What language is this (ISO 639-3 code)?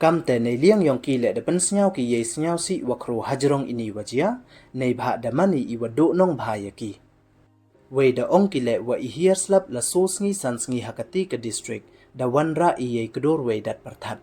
pbv